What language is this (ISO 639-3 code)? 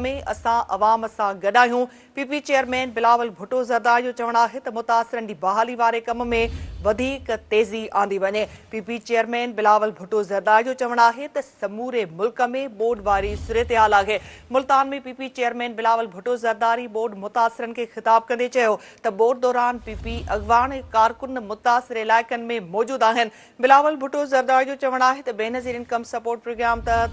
snd